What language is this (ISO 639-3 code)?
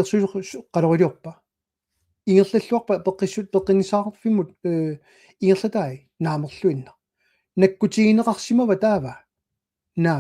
kal